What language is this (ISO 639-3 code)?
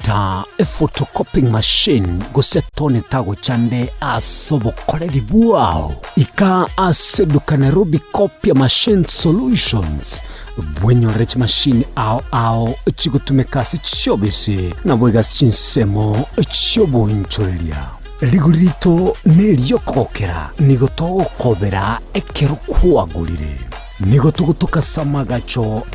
guz